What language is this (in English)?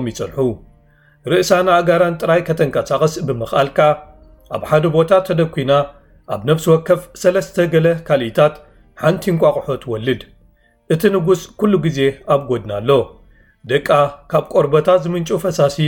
Tigrinya